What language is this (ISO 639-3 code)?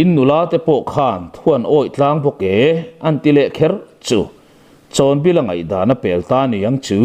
lus